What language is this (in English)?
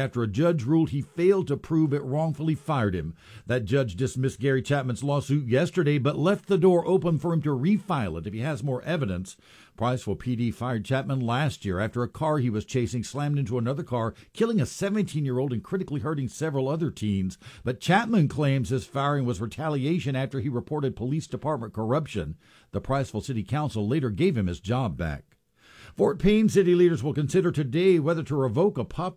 English